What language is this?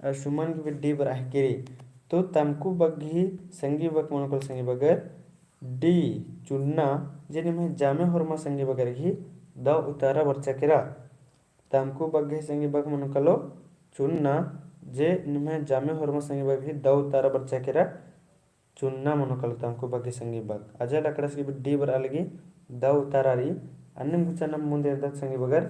Kurukh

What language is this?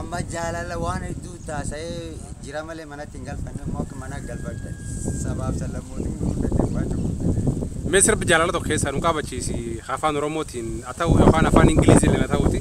Oromo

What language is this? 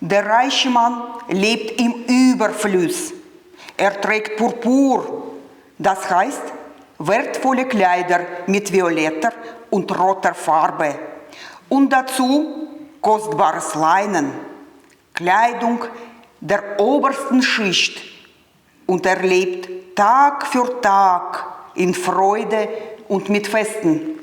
Swiss German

